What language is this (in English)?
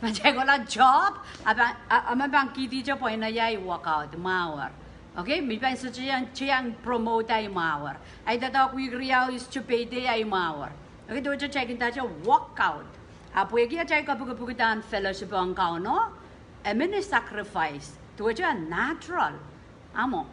Pohnpeian